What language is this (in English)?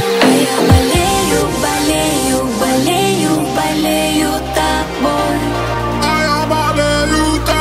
Russian